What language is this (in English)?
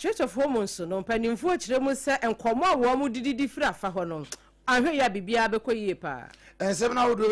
Akan